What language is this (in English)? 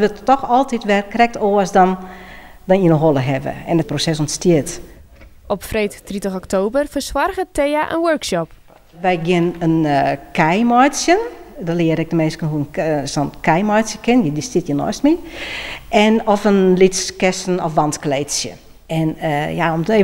Western Frisian